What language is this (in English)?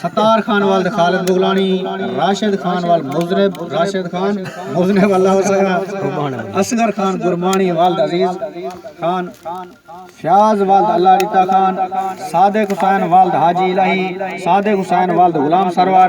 Saraiki